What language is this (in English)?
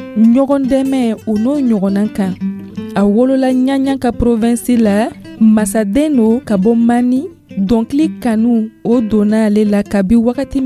Dyula